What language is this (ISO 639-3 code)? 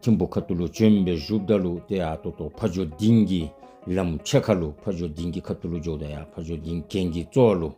dzo